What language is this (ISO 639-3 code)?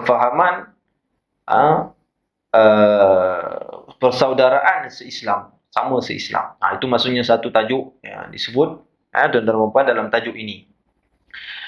msa